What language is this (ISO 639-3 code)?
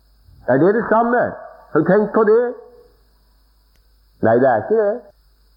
nor